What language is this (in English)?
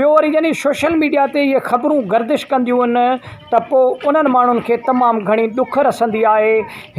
Sindhi